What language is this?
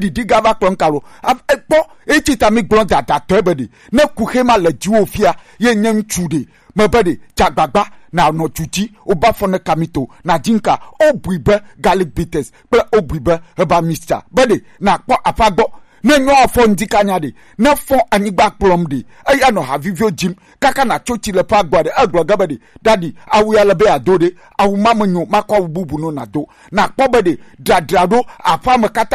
Gen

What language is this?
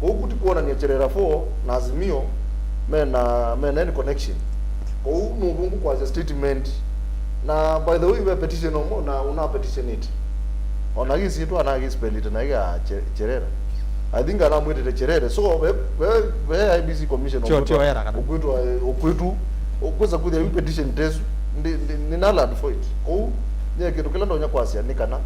Kamba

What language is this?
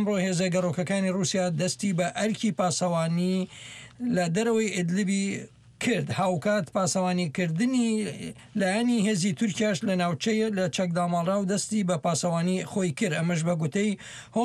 Central Kurdish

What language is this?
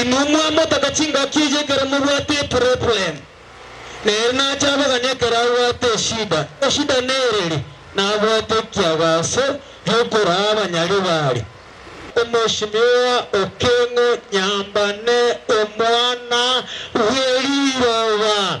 Gusii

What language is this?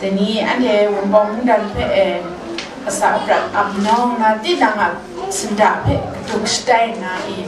Kachin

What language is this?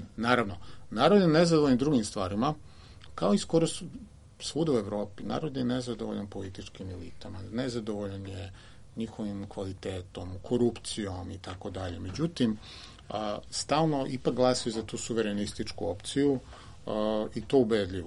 Serbian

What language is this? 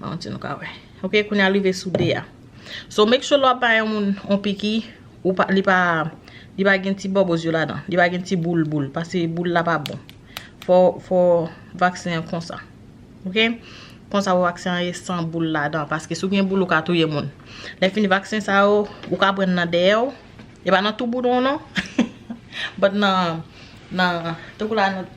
Haitian Creole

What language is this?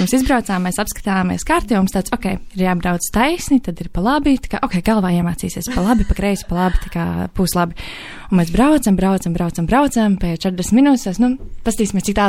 Latvian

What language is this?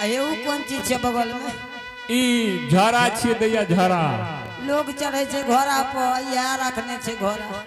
Angika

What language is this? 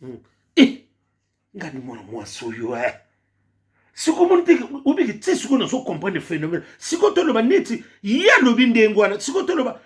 Lingala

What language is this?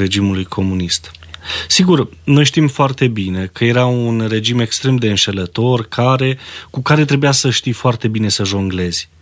Romanian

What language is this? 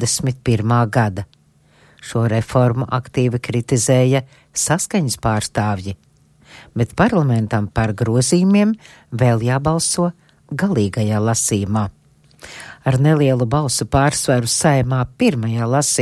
Latvian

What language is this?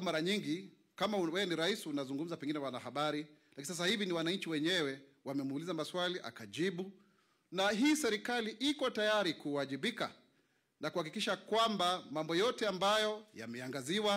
Swahili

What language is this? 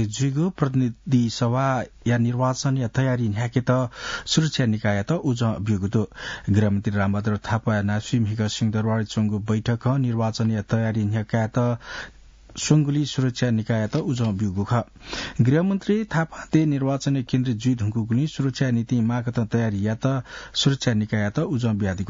Newari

